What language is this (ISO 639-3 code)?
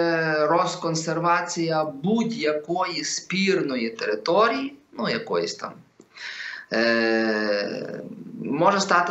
ukr